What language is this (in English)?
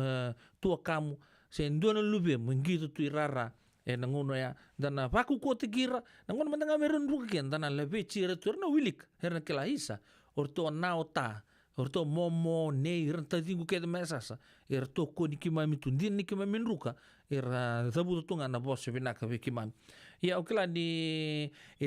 Fijian